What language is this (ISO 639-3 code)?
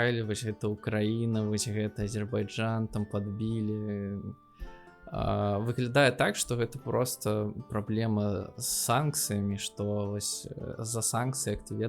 bel